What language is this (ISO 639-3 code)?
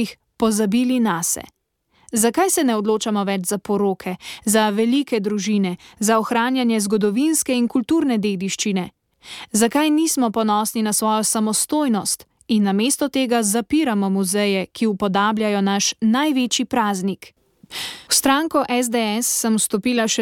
slv